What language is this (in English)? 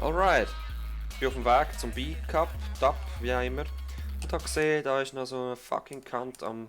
Swiss German